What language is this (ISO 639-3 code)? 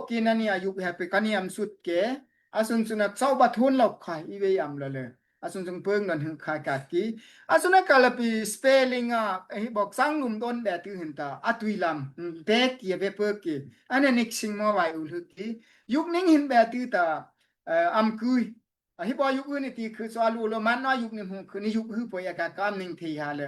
dao